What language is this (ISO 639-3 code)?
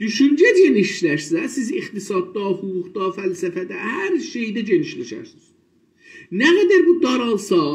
azb